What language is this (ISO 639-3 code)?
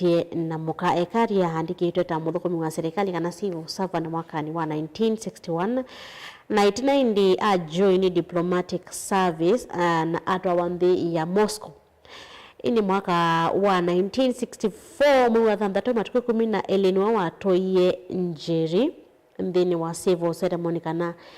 kam